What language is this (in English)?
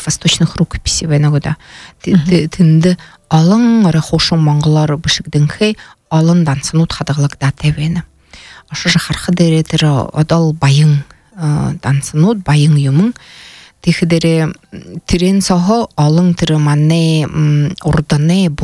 Buriat